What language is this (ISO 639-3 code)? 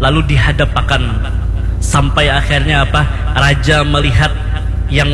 bjn